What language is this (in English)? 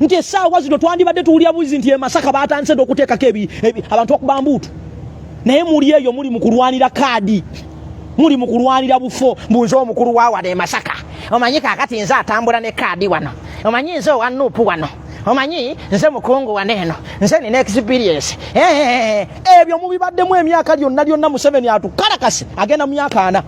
Ganda